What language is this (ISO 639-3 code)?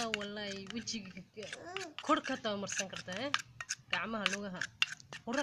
som